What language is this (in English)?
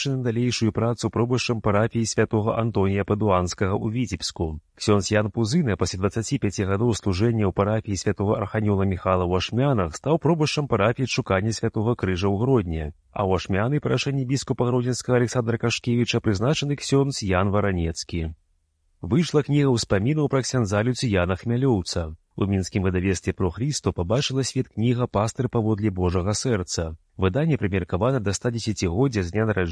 Belarusian